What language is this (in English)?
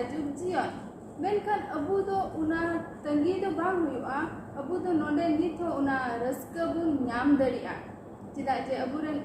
Santali